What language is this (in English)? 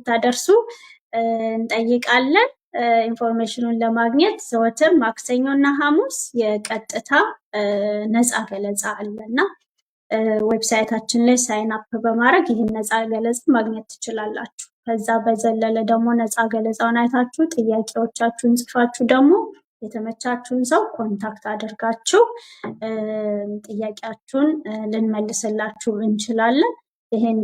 Amharic